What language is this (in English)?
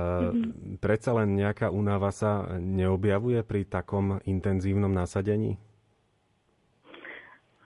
Slovak